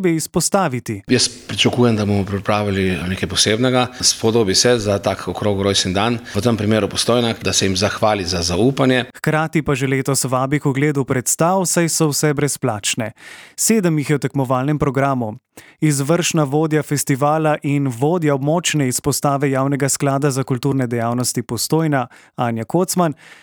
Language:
Slovenian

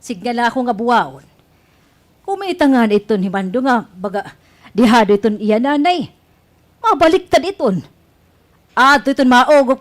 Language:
Waray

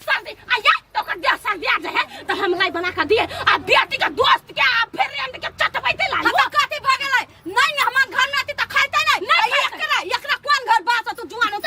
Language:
Maithili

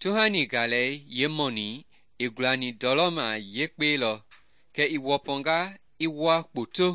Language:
Mende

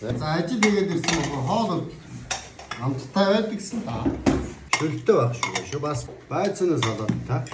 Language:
Mongolian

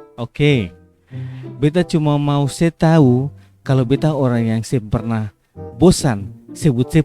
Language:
Ambonese Malay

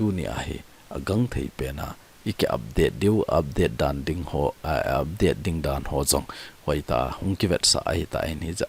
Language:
Thado Chin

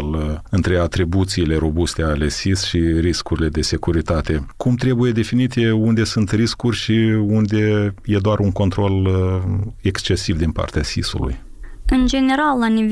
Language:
Romanian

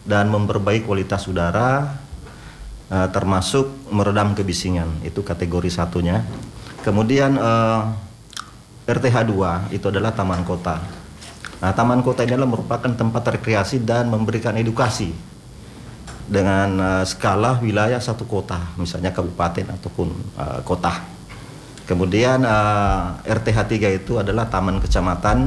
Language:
Indonesian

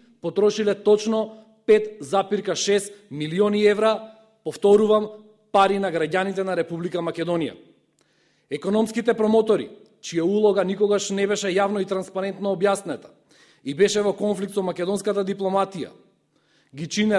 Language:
Macedonian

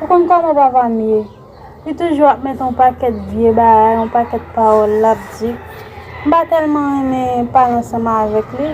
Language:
Haitian Creole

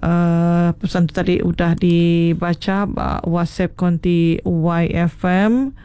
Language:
Iban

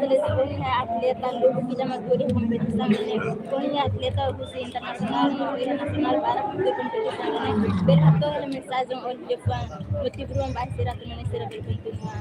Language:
Tetum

